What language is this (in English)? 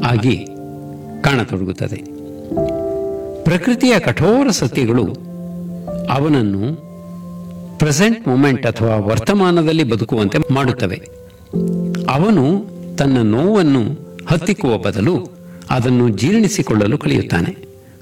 Kannada